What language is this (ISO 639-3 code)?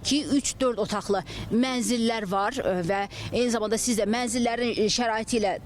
aze